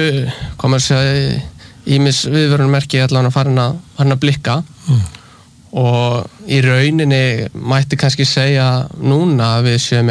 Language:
Icelandic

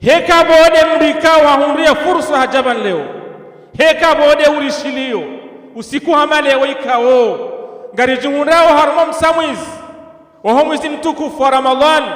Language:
Ngazidja Comorian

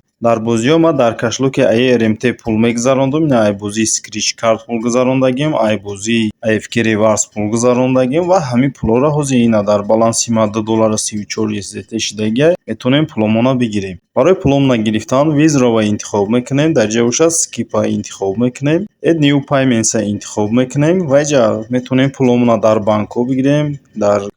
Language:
Tajik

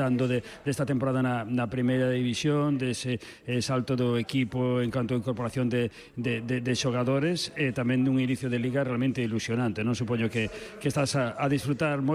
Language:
Galician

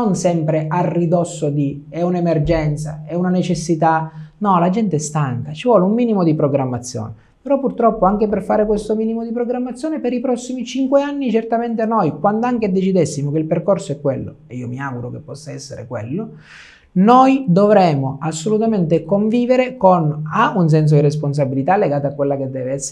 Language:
Italian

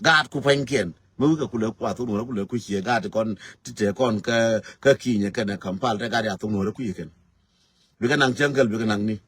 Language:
Nuer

